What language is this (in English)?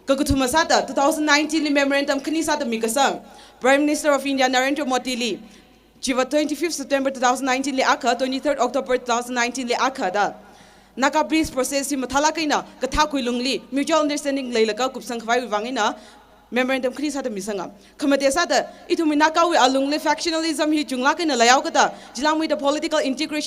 Tangkhul Naga (India)